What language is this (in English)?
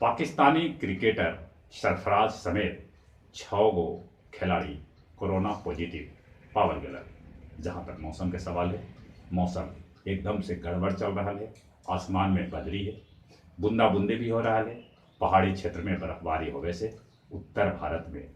Magahi